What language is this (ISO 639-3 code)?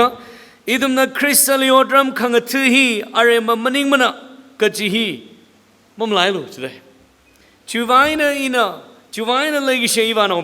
nmf